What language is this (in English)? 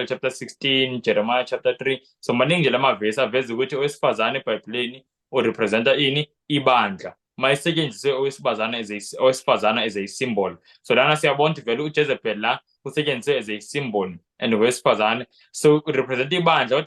Zulu